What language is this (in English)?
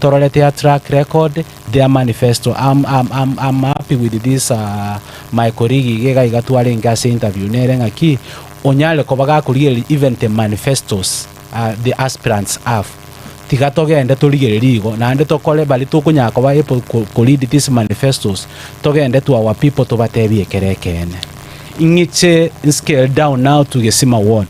Gusii